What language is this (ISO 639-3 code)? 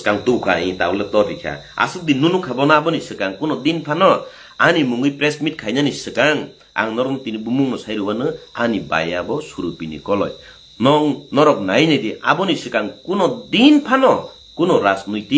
trp